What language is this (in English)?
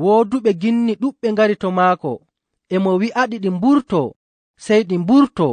Fula